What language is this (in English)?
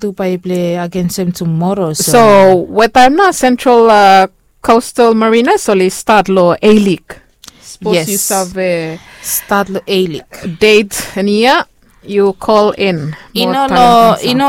Bislama